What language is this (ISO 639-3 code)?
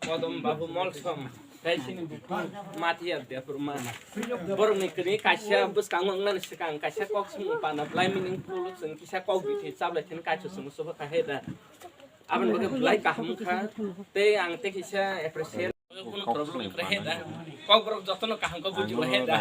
trp